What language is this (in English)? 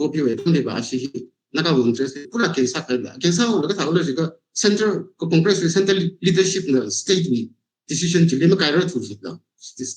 Tangkhul Naga (India)